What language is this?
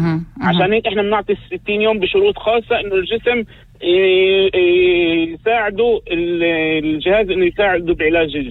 North Levantine Arabic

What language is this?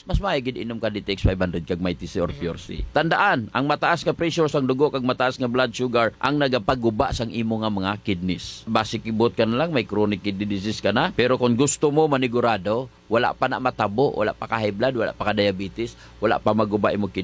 Hiligaynon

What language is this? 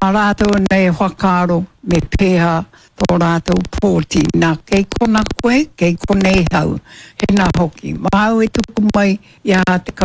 Māori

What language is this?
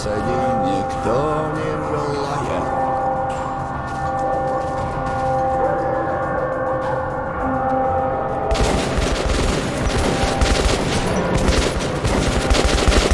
English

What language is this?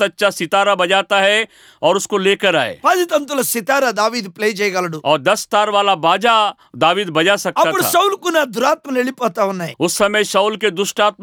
Telugu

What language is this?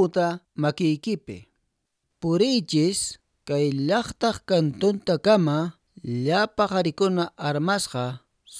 Quechua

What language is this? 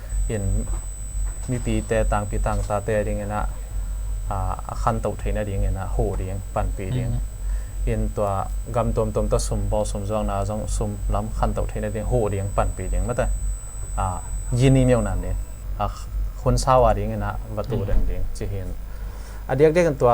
Tedim Chin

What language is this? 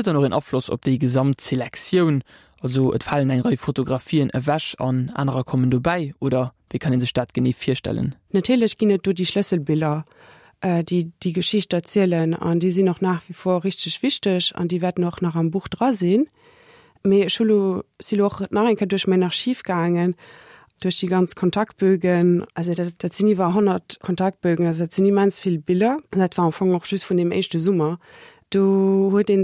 Luxembourgish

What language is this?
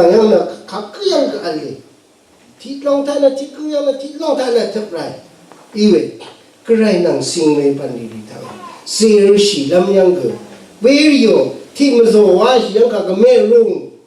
Rawang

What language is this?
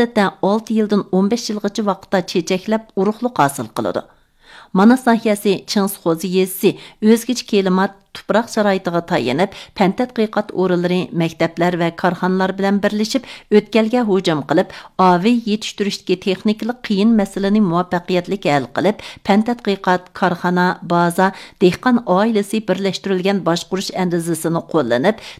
Uyghur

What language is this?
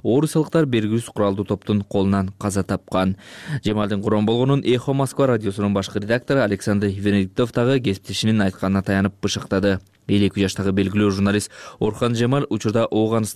Kyrgyz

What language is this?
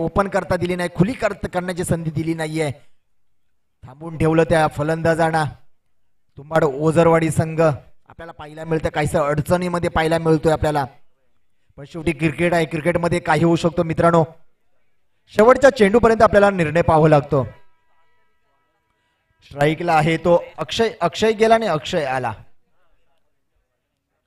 Marathi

